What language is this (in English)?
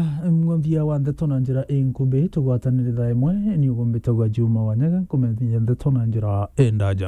Meru